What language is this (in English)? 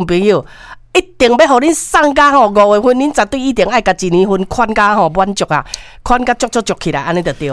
Min Nan Chinese